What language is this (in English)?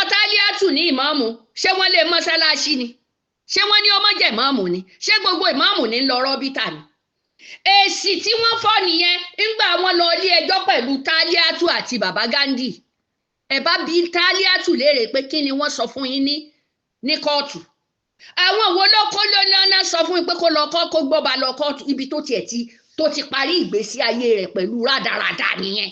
Yoruba